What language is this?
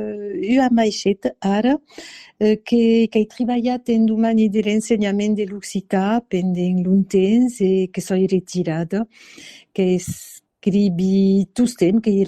Occitan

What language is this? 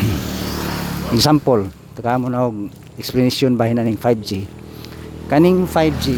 Cebuano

